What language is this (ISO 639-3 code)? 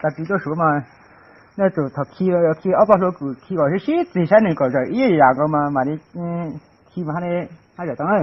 hmn